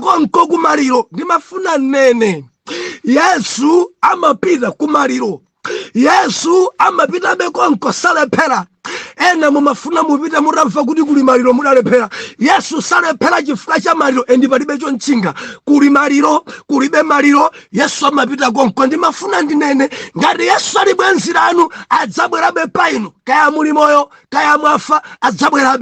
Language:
Nyanja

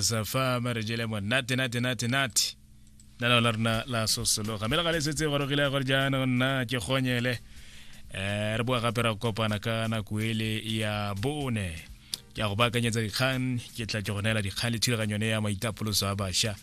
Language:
Tswana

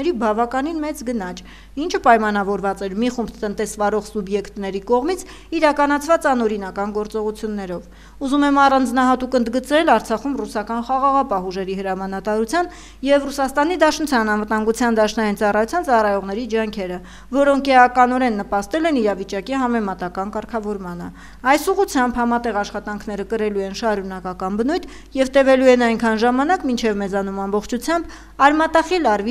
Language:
Armenian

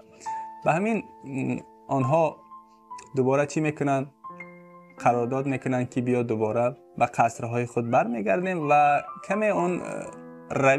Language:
Tajik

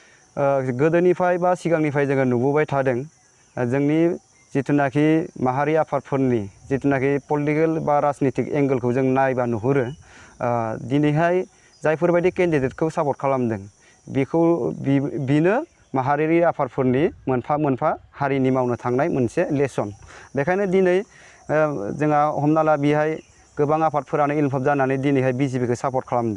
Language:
Bodo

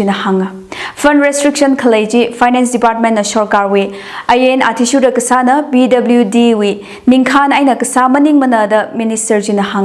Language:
Tangkhul Naga (India)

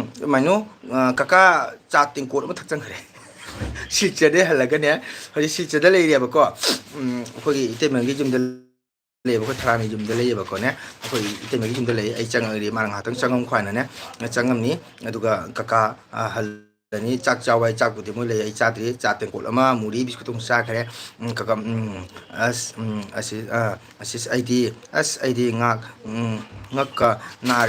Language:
Manipuri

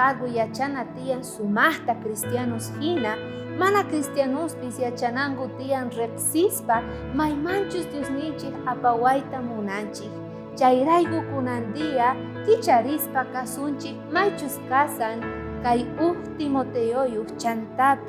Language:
South Bolivian Quechua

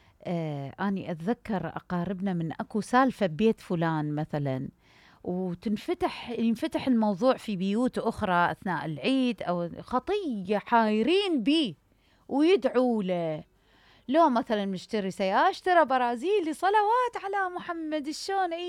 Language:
Mesopotamian Arabic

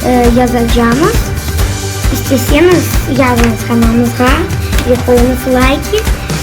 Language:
Crimean Tatar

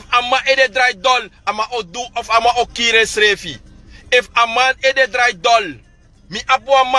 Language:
Sranan Tongo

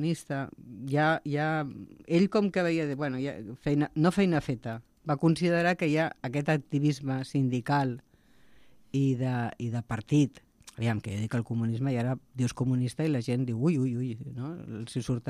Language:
Catalan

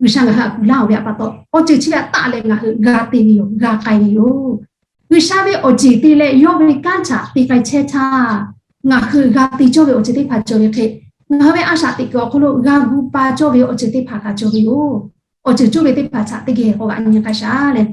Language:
Lahu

